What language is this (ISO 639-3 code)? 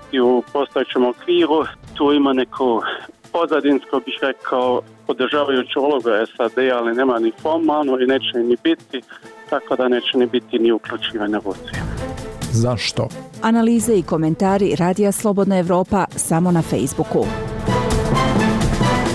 bos